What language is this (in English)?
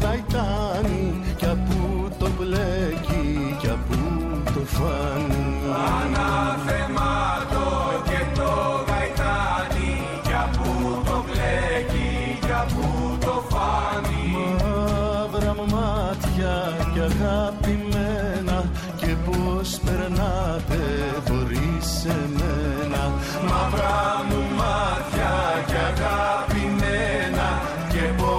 Greek